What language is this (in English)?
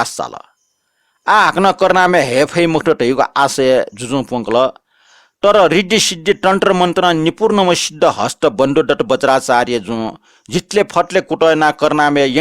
Newari